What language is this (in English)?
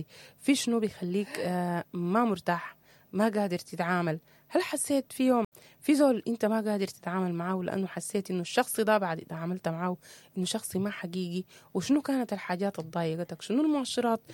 Sudanese Arabic